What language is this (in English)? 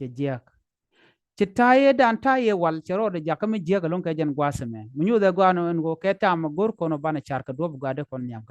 Nuer